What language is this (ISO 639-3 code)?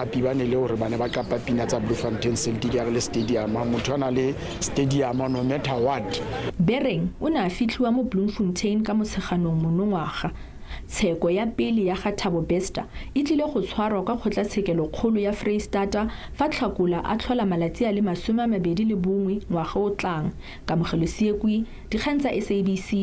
tsn